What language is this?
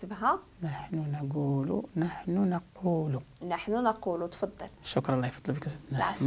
Moroccan Arabic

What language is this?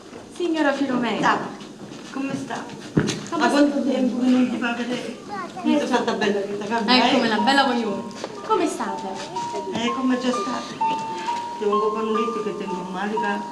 Neapolitan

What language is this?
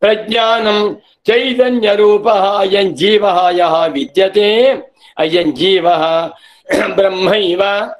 Sanskrit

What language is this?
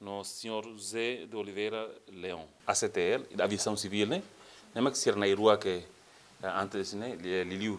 Tetum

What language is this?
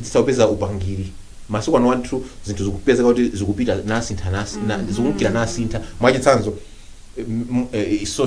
Nyanja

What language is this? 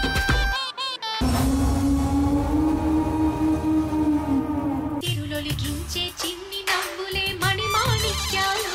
Telugu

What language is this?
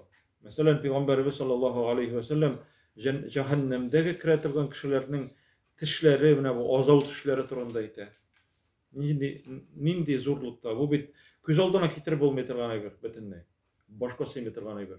Tatar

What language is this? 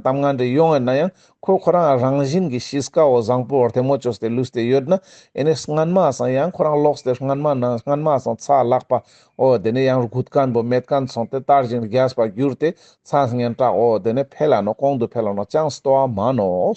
Ladakhi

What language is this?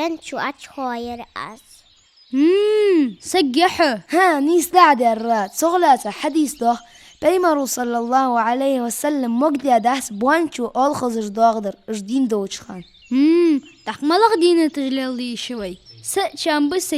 Ingush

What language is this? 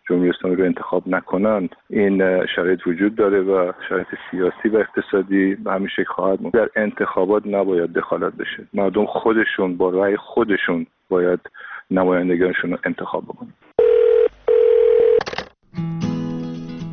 Persian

